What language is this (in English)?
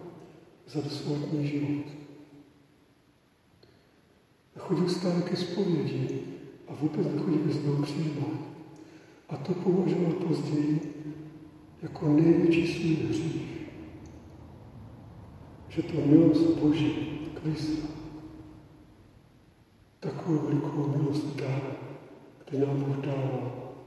Czech